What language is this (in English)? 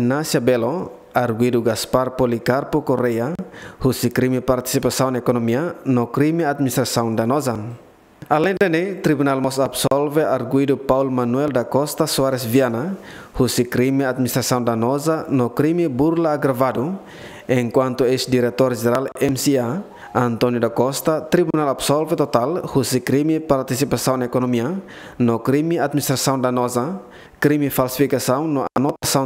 Tetum